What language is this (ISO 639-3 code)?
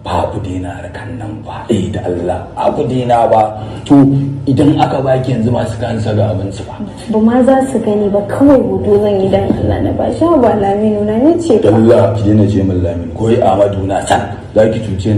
hau